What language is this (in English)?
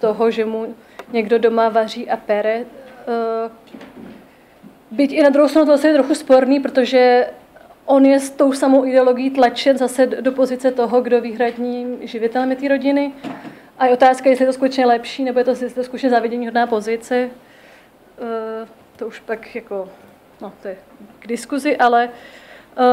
Czech